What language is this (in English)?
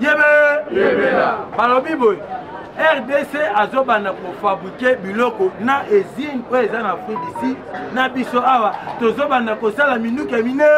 Lingala